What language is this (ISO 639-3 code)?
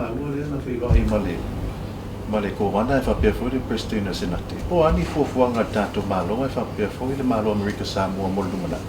smo